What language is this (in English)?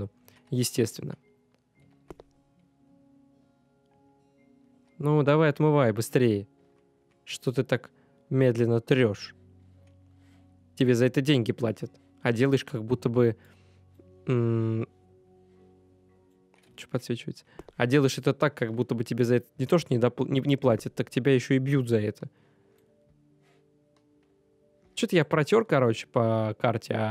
Russian